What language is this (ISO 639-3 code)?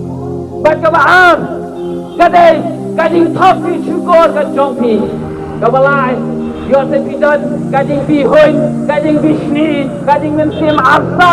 kha